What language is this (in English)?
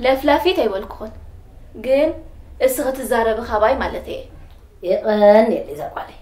Tigrinya